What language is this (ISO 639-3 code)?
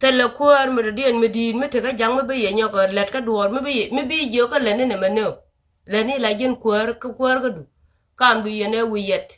nus